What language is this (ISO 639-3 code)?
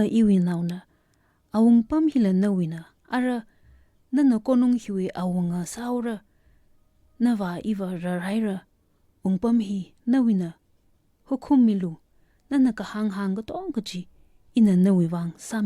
nmf